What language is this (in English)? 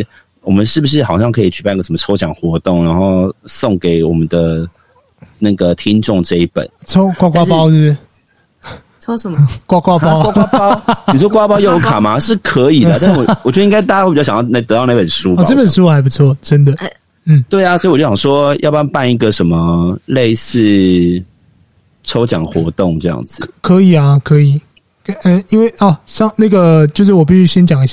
Chinese